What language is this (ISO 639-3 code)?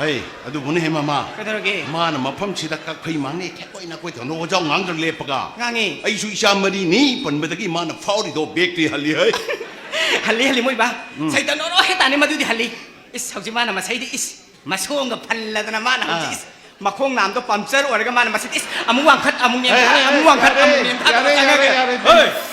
mni